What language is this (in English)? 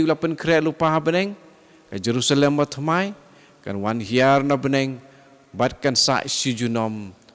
Khasi